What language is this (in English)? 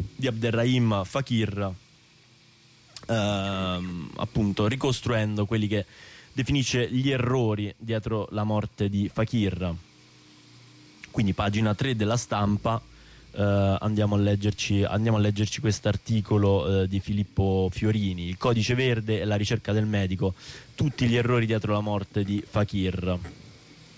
Italian